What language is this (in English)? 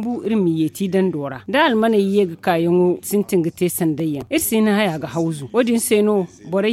Zarma